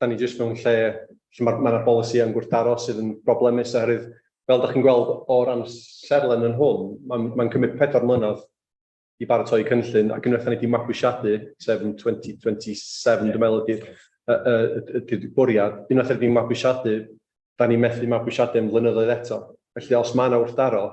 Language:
Welsh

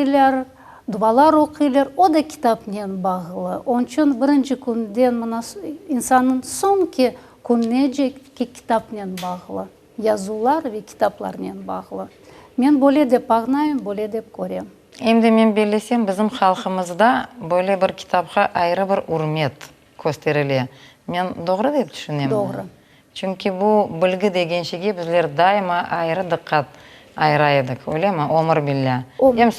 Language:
Crimean Tatar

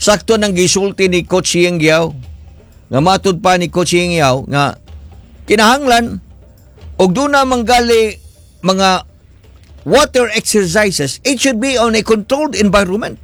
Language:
Cebuano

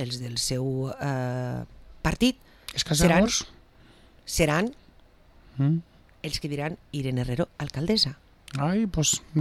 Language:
Catalan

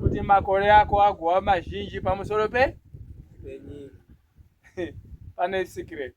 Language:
Shona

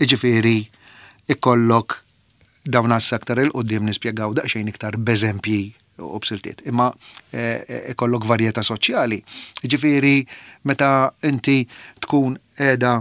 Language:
Maltese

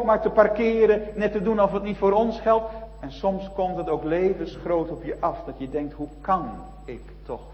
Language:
Dutch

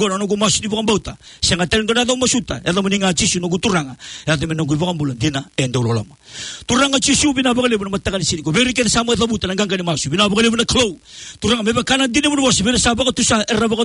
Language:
Fijian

